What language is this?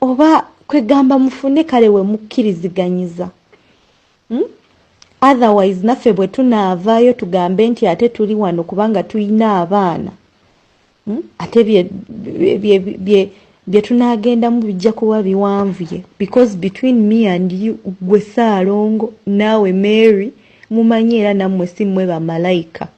Ganda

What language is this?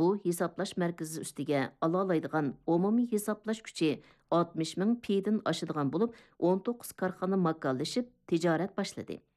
Uyghur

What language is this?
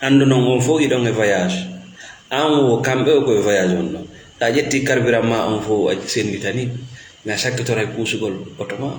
Fula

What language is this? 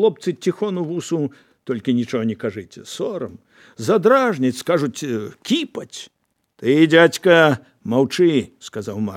Belarusian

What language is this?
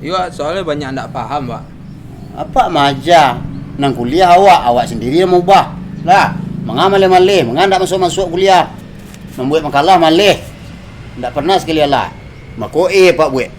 Minangkabau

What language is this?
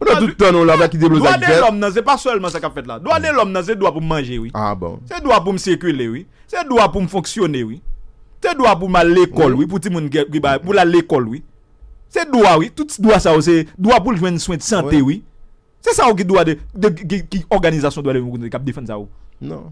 Haitian Creole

